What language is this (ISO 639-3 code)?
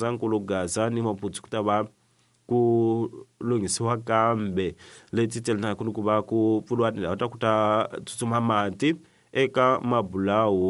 tso